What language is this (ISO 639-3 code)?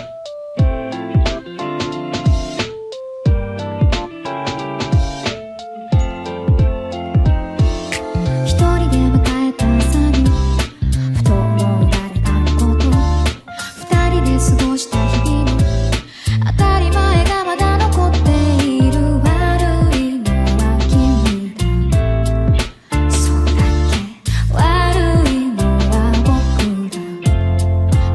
jpn